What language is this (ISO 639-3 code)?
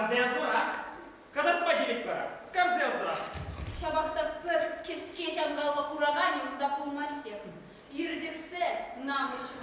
chv